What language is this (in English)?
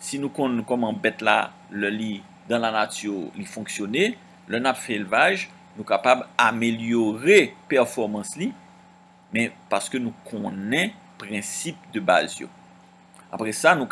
Haitian Creole